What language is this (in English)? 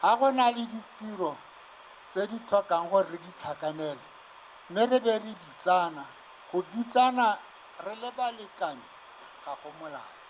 Tswana